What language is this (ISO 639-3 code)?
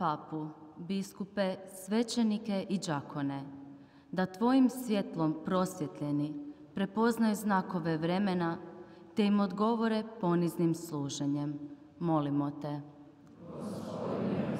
hrv